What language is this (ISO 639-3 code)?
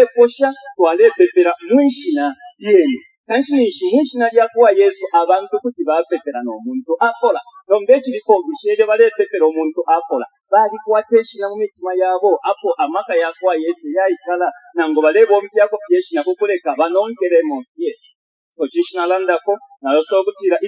bem